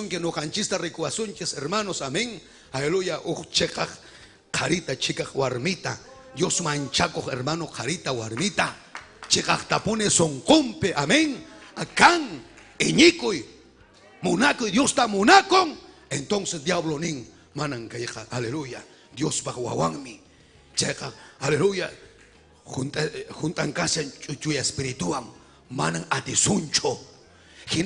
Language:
Ayacucho Quechua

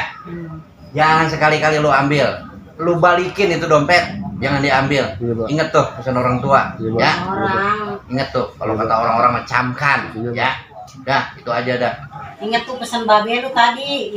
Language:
Betawi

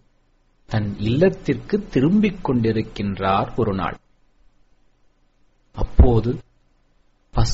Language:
Tamil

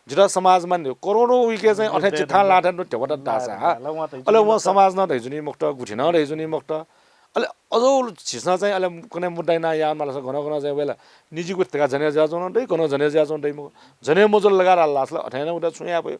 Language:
Newari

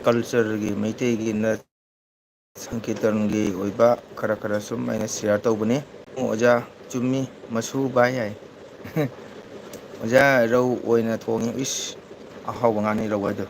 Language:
Manipuri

